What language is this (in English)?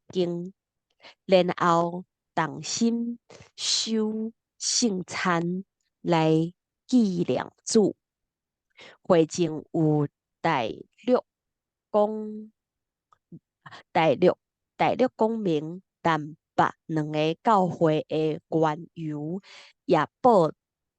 Min Nan Chinese